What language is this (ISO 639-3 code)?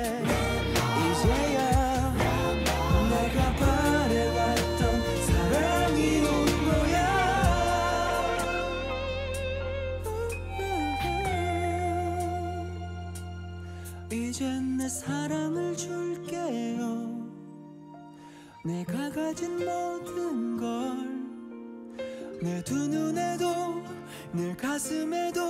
kor